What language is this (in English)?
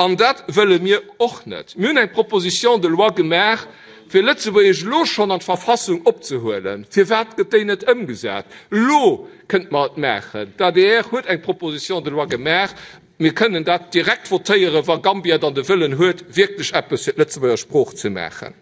Luxembourgish